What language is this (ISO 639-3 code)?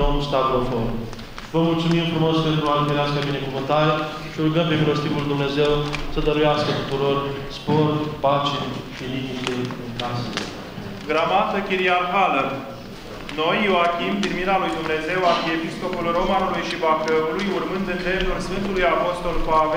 ron